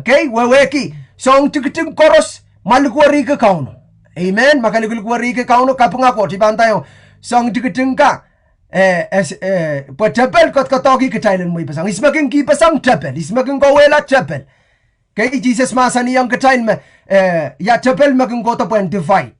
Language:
Pohnpeian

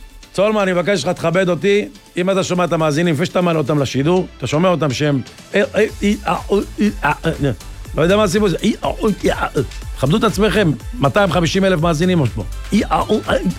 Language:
Hebrew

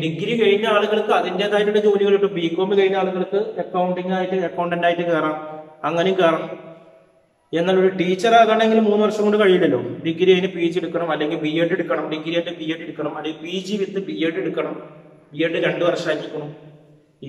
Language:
Malayalam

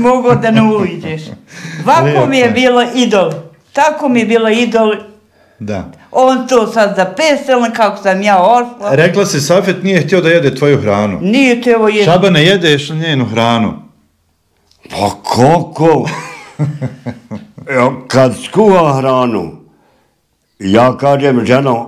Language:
Bosnian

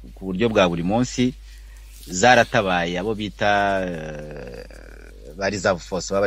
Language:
Kinyarwanda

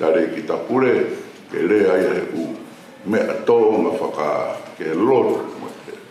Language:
Tongan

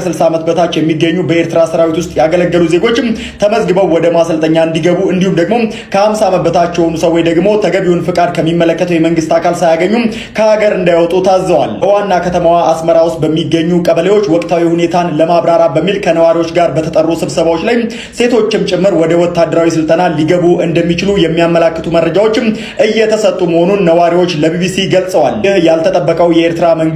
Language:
Amharic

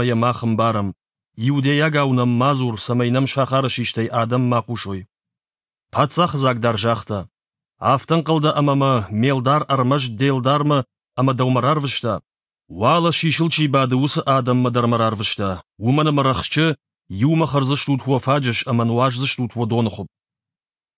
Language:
Ossetic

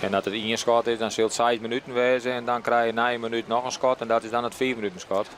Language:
Western Frisian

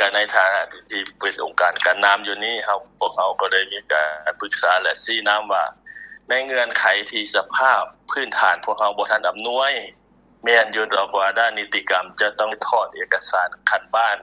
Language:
Lao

